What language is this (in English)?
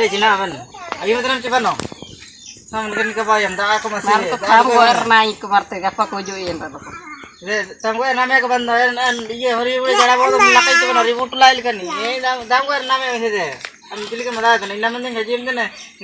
Ho